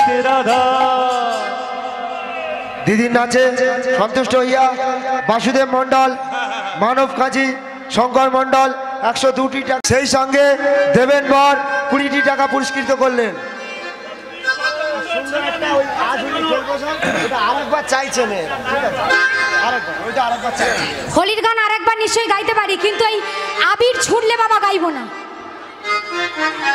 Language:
Bangla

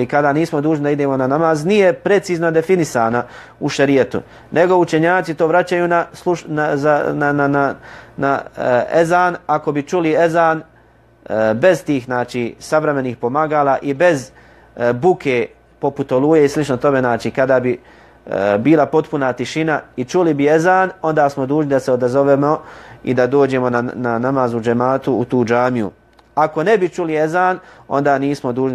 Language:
Bosnian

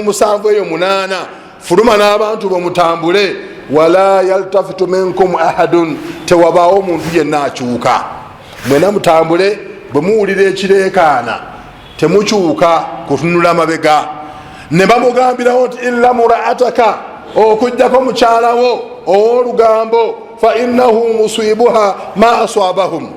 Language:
Ganda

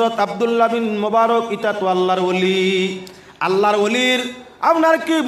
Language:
Sylheti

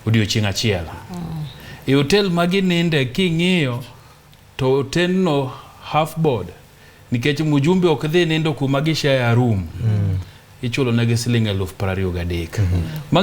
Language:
Luo (Kenya and Tanzania)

